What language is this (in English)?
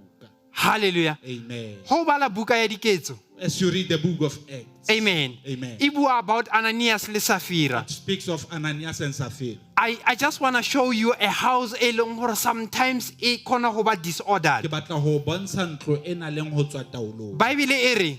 Southern Sotho